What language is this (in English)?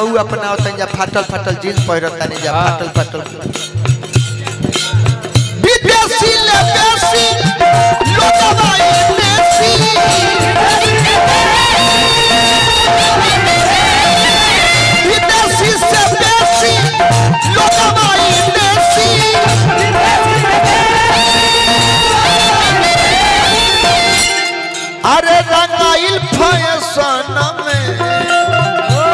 Bhojpuri